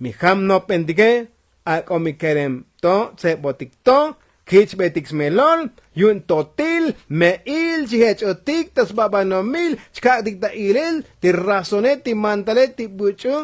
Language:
Tzotzil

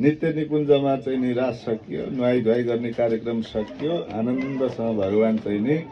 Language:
Nepali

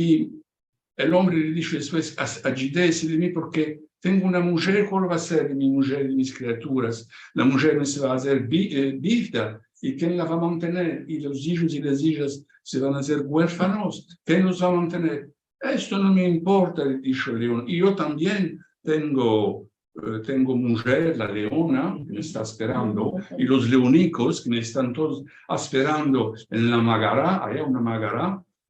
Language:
Ladino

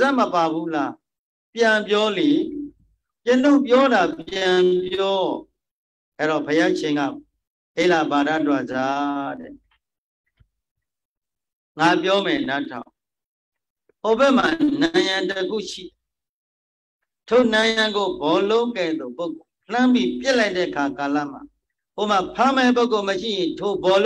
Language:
Burmese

